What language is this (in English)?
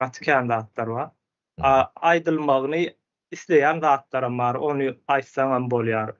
Turkmen